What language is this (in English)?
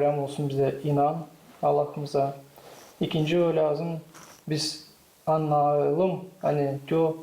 Gagauz